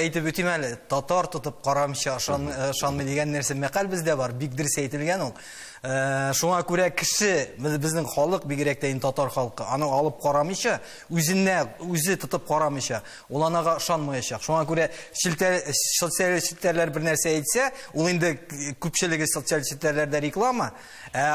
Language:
Tatar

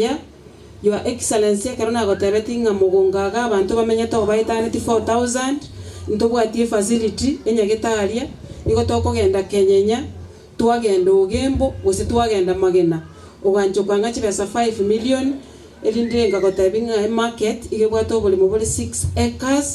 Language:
Gusii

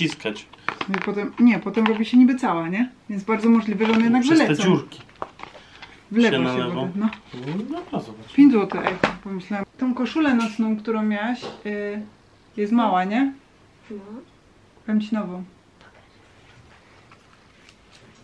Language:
Polish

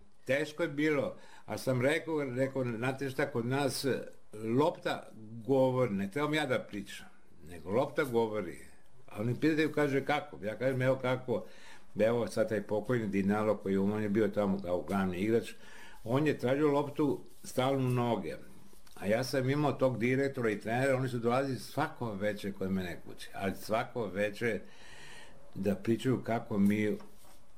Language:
Serbian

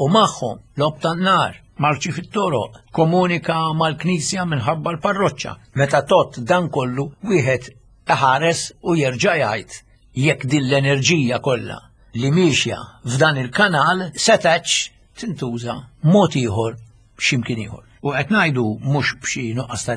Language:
Maltese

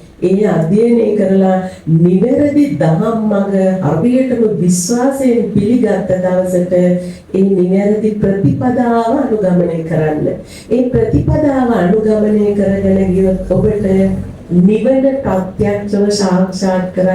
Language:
Sinhala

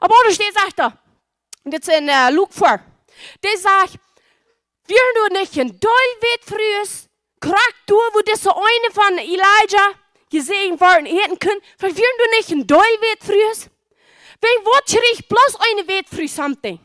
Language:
Plautdietsch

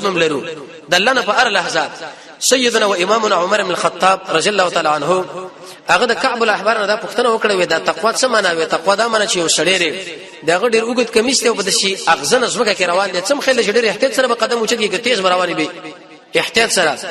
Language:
Pashto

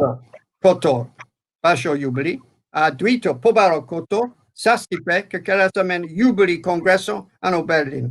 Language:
Balkan Romani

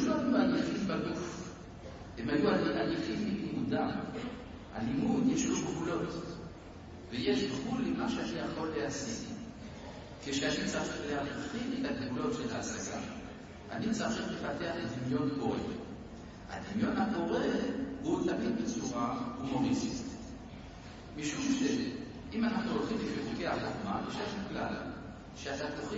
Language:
Hebrew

